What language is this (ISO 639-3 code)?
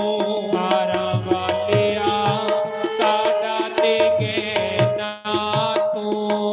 doi